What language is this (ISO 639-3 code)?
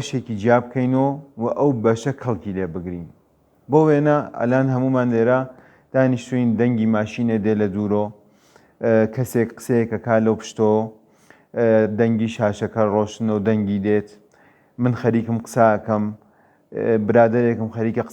ckb